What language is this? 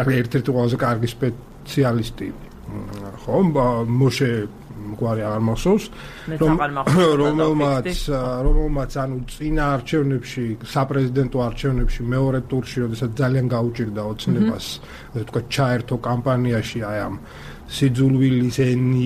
Georgian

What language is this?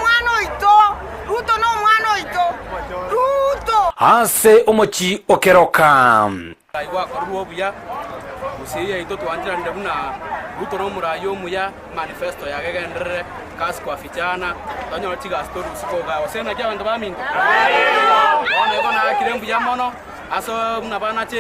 Gusii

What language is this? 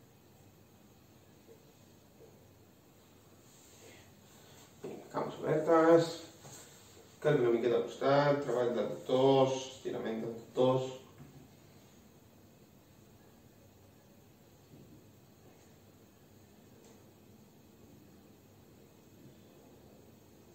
Catalan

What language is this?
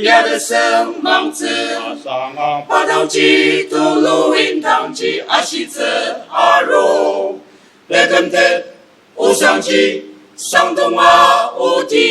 Ao Naga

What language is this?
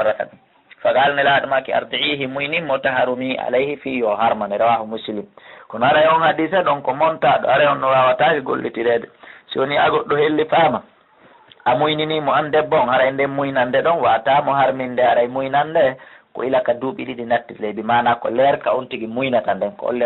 Pular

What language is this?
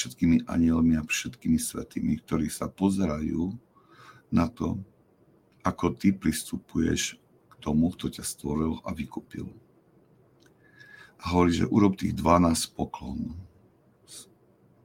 Slovak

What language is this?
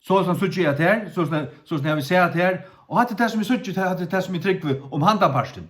Faroese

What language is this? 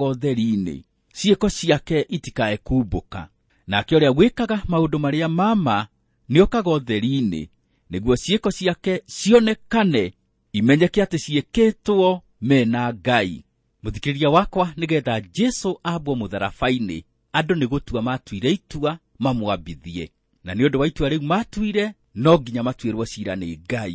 Kikuyu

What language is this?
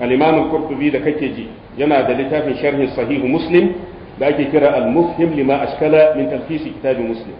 Hausa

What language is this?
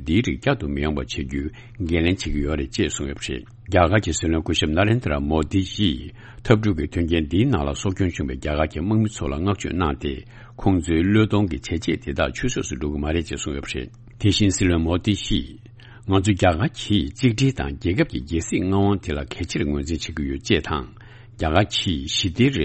Tibetan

